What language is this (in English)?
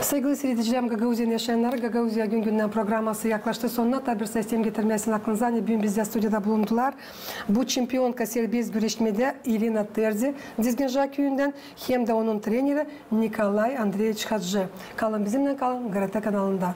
Gagauz